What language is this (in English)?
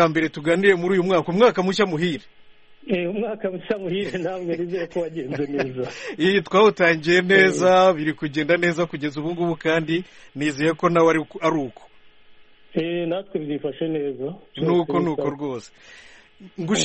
Kinyarwanda